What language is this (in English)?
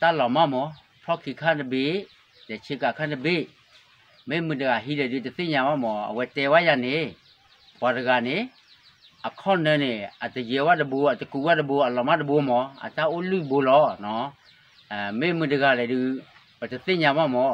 S'gaw Karen